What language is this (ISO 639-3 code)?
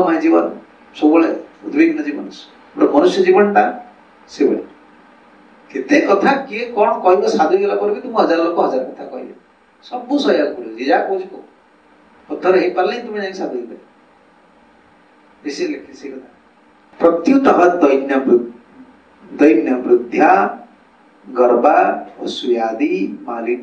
ori